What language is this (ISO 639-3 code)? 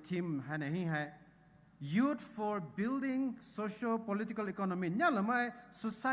pmx